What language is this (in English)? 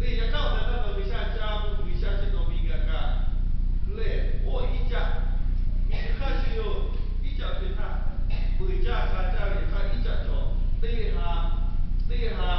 Lahu